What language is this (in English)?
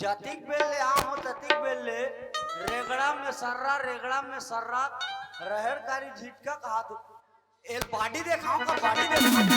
Chhattisgarhi